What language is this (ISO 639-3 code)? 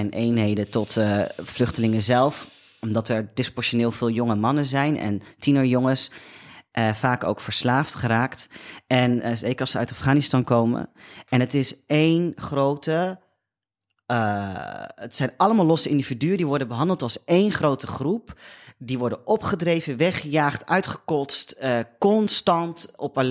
nld